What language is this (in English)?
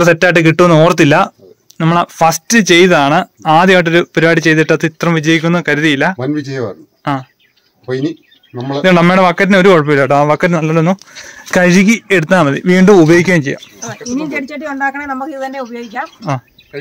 Malayalam